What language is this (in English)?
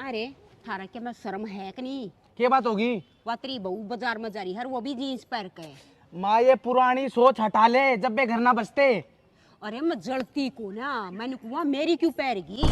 Haryanvi